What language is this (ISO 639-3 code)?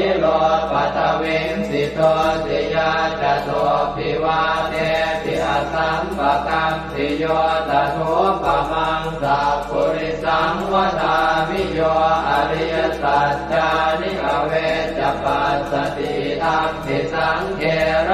pli